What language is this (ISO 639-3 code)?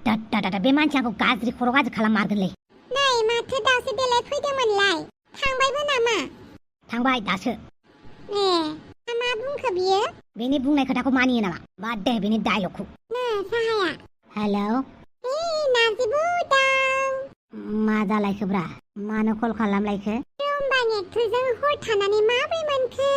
brx